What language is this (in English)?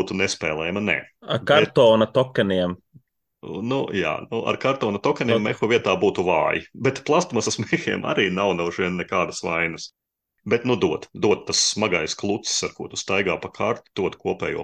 Latvian